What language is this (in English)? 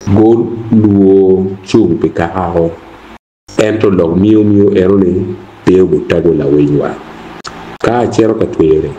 Acoli